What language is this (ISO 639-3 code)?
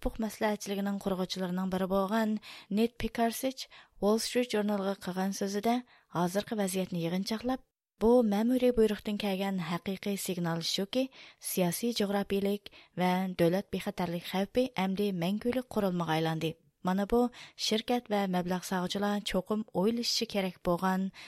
uig